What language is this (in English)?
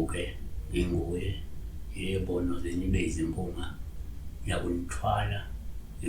Zulu